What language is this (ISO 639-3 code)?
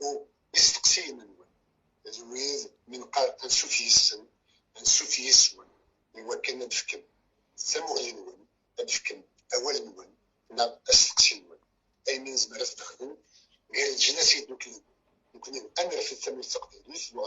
kab